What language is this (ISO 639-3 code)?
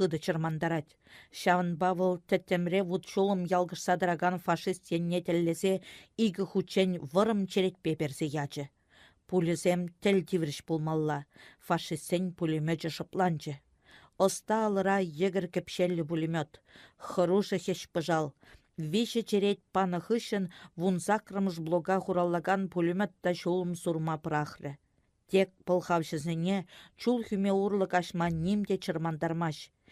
chv